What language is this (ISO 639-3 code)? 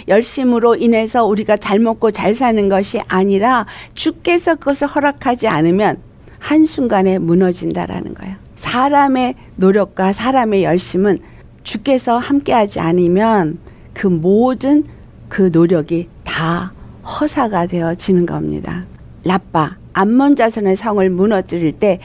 kor